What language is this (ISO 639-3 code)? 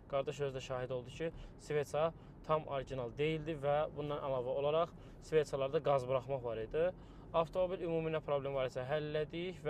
aze